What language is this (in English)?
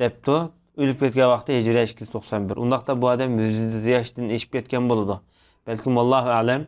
Uyghur